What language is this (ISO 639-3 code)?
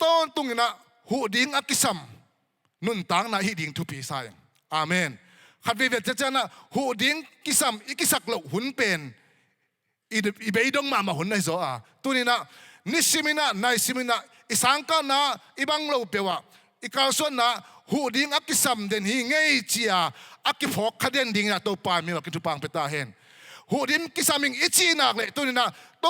ctd